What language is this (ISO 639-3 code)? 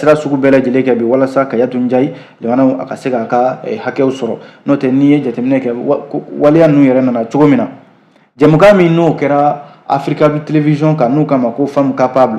bam